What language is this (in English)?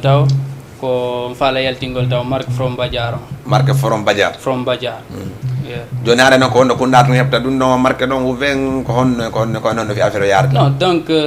Fula